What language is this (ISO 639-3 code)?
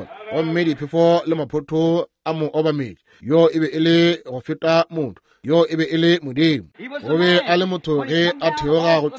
nso